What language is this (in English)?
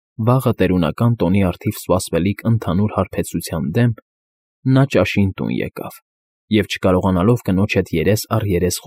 Armenian